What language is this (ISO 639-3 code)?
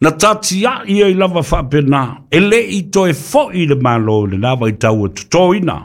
smo